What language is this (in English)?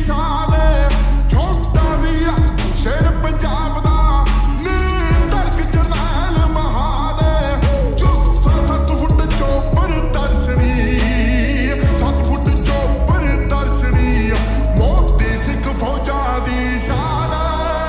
Punjabi